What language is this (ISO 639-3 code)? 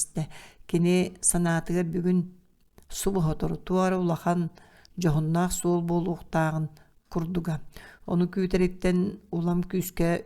sah